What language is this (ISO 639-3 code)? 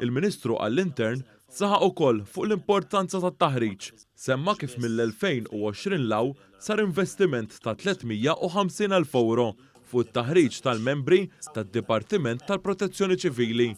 mlt